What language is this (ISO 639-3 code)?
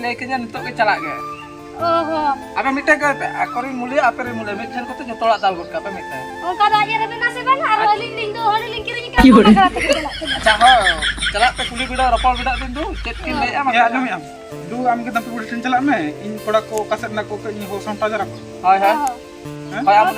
sat